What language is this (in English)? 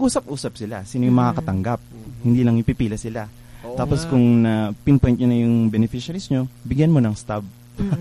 Filipino